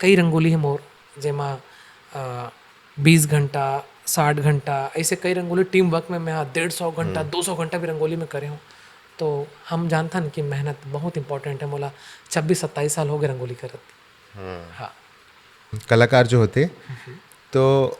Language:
Chhattisgarhi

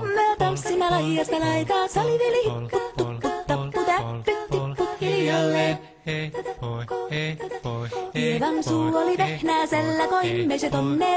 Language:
Finnish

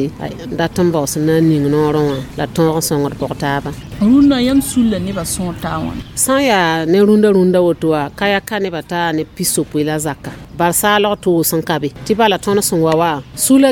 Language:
Mossi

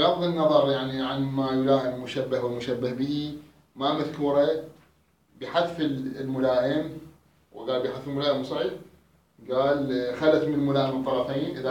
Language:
Mesopotamian Arabic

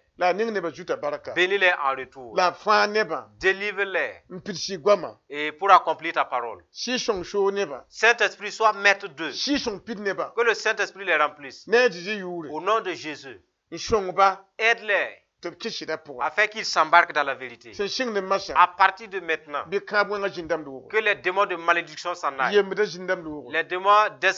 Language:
Mossi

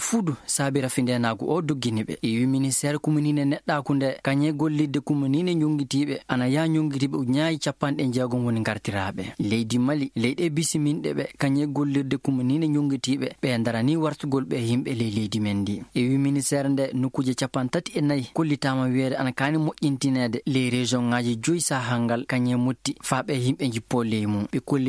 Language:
Maasina Fulfulde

